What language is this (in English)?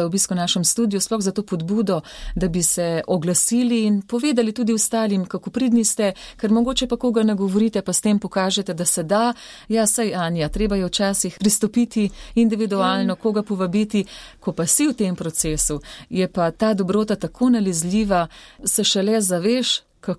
Slovenian